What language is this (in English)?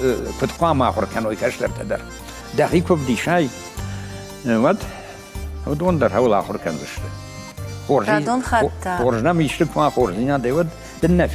Ossetic